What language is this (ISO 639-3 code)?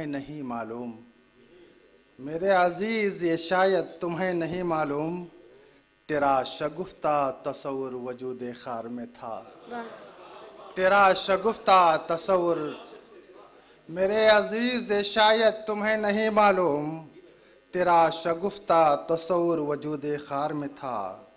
urd